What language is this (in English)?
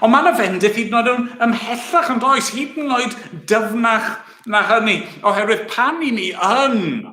Welsh